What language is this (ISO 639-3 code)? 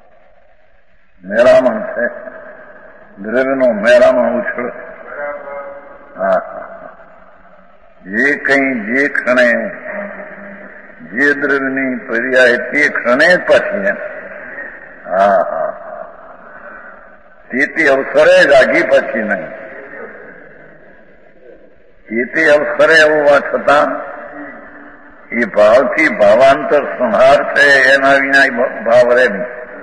guj